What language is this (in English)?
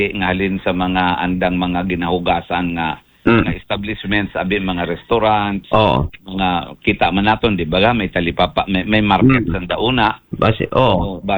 Aklanon